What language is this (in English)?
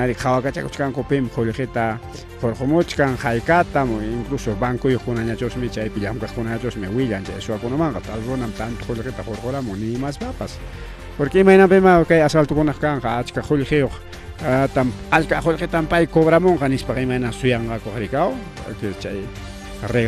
Ayacucho Quechua